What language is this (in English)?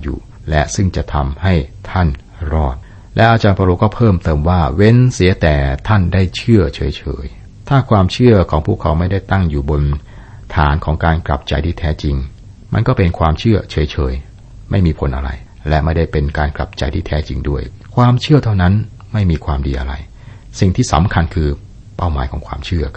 Thai